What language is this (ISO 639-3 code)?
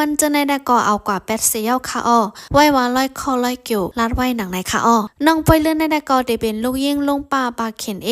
shn